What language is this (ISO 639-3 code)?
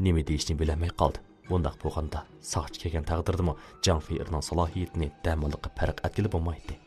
uig